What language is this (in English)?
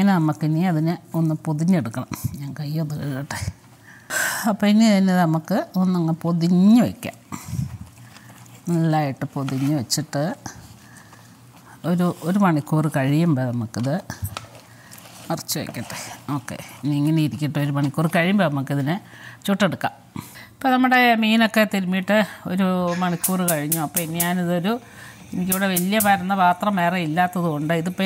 Malayalam